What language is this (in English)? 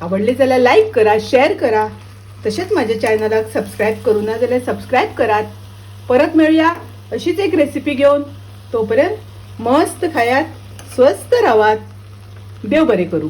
Konkani